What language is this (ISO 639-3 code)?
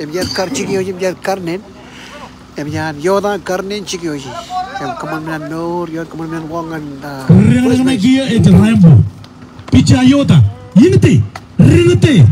mah